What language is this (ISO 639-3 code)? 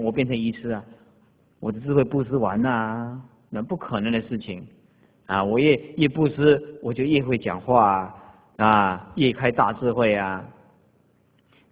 zho